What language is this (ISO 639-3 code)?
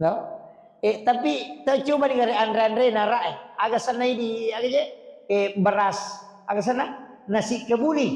bug